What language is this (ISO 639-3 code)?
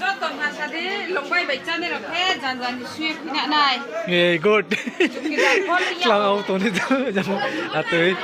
ria